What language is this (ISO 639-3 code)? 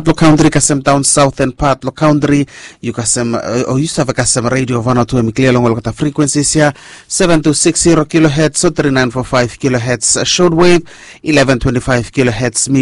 bis